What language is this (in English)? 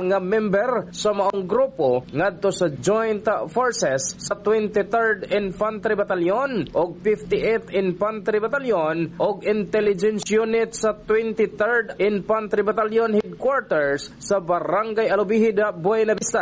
Cebuano